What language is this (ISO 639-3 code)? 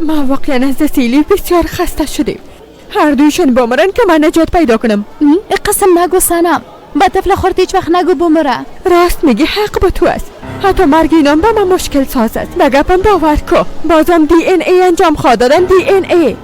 fas